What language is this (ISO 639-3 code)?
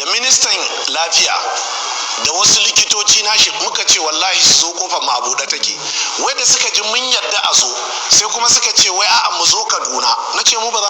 hau